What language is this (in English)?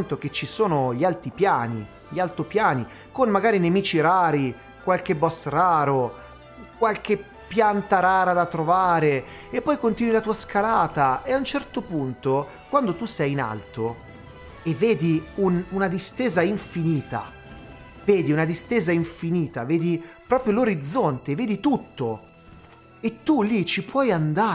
Italian